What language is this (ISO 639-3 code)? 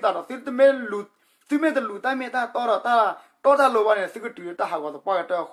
ksw